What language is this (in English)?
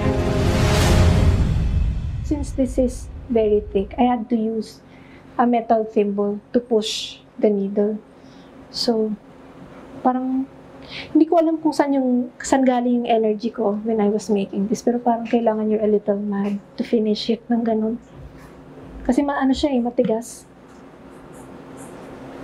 Filipino